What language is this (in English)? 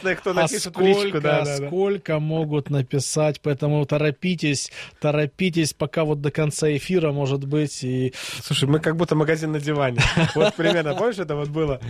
Russian